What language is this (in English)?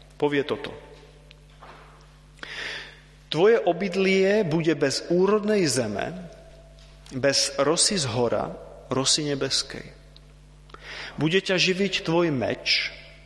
Slovak